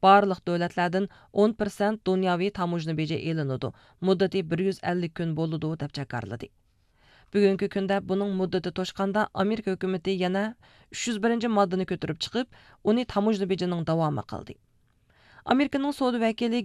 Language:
Uyghur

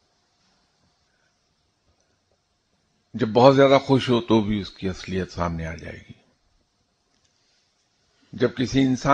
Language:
Urdu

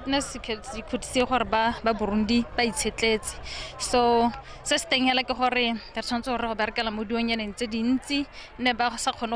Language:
Tswana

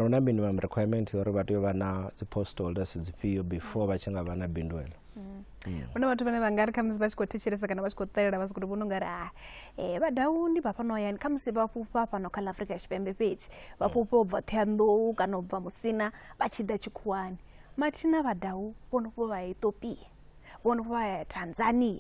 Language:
Venda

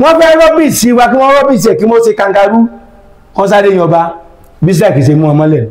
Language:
Yoruba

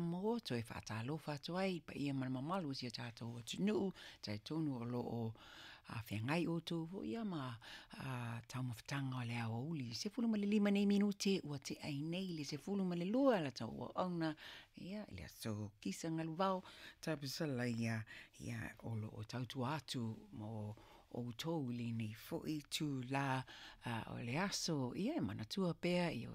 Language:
Samoan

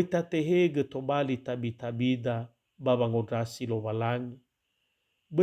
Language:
Nias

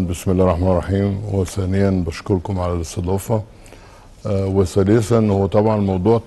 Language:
Arabic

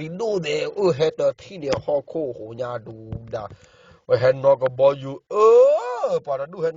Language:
S'gaw Karen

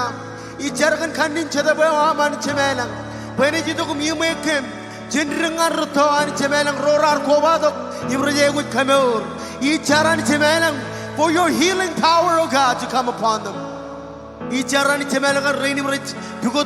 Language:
Marshallese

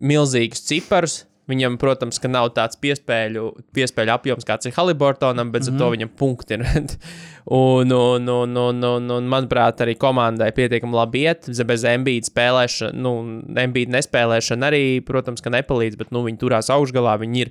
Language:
Latvian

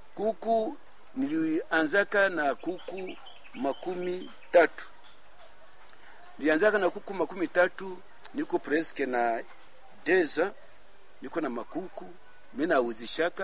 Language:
Swahili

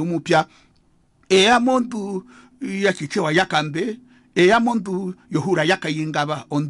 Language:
Herero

